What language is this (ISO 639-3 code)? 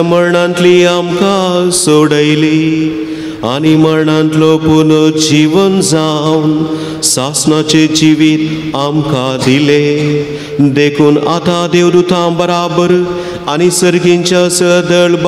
kok